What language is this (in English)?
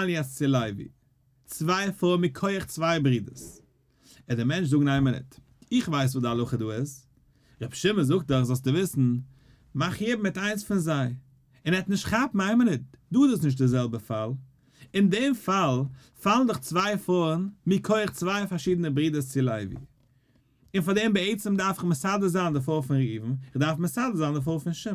Yiddish